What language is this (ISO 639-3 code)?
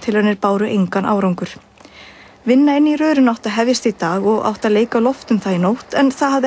isl